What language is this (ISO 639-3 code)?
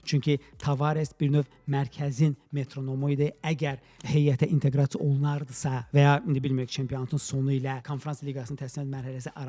aze